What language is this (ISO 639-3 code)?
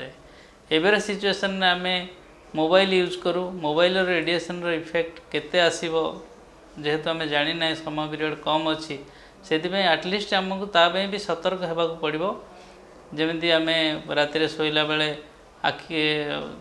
ori